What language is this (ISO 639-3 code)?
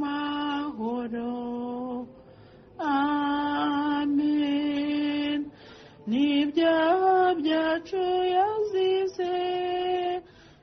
kin